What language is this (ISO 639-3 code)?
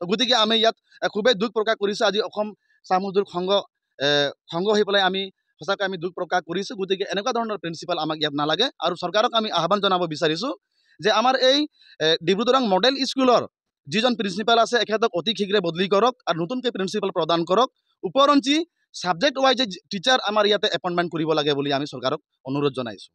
asm